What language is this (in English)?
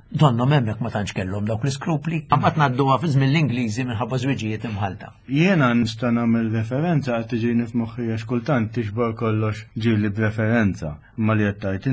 Maltese